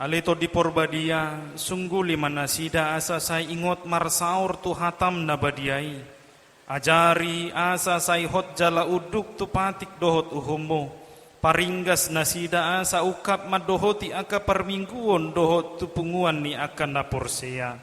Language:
Batak Toba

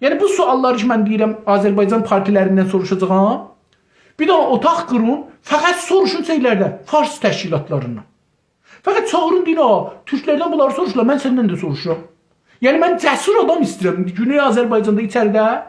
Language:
South Azerbaijani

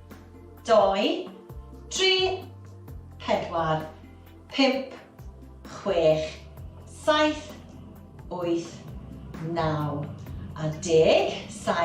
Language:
Welsh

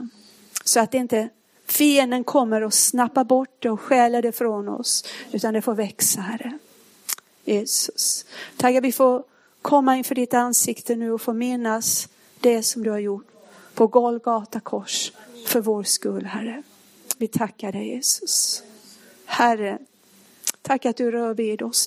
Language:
Swedish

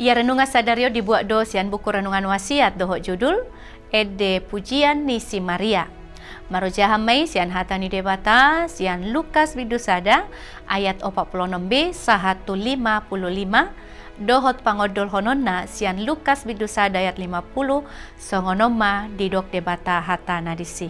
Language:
Batak Toba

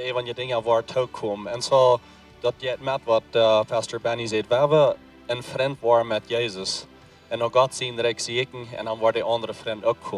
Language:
Plautdietsch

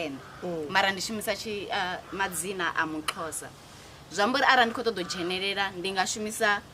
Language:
Venda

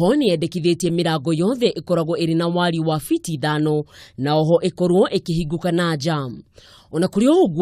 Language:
Kikuyu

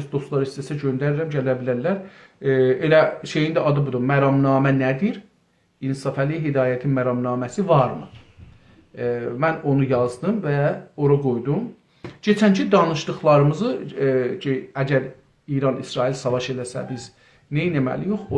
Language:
South Azerbaijani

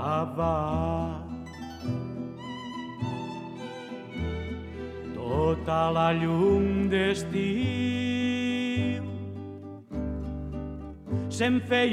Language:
Catalan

